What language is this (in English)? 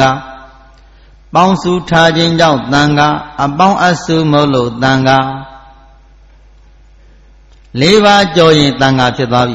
Burmese